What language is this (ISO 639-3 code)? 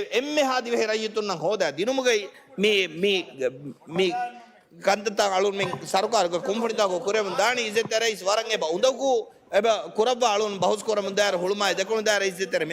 div